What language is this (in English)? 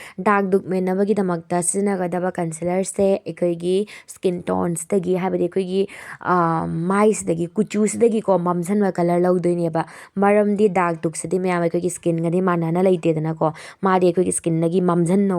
Manipuri